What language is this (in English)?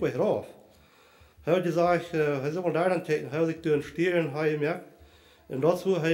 Plautdietsch